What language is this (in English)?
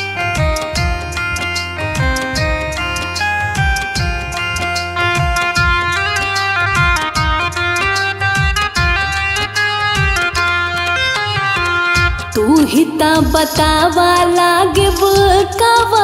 Bhojpuri